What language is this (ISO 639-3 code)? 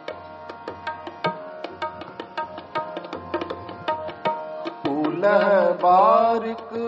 pan